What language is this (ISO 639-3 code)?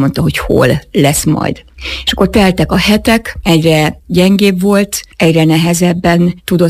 hun